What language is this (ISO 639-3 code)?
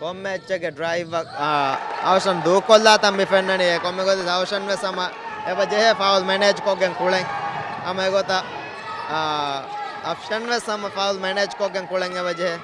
div